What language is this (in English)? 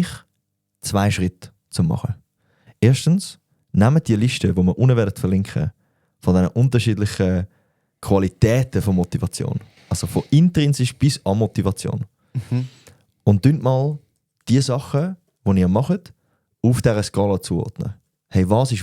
Swiss German